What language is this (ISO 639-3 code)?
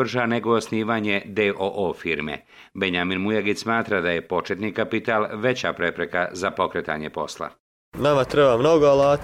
srp